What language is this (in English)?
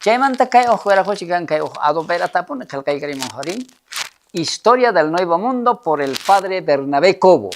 South Bolivian Quechua